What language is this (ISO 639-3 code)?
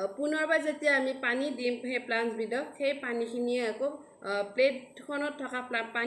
asm